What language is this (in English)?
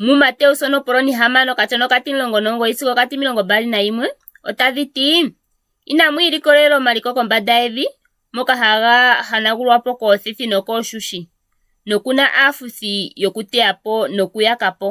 Ndonga